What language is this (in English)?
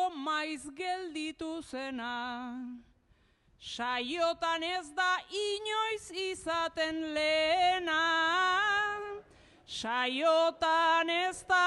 Basque